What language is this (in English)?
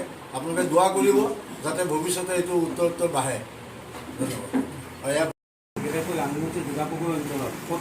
Assamese